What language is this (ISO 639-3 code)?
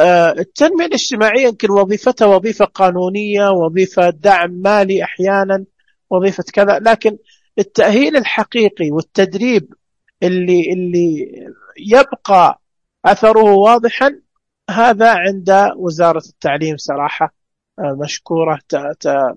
ars